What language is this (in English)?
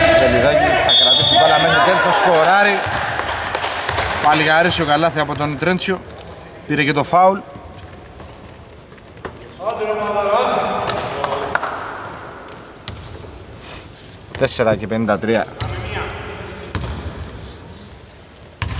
Greek